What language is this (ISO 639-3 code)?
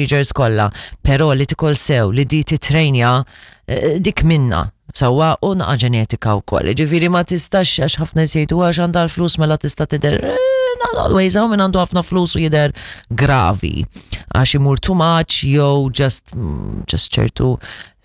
mlt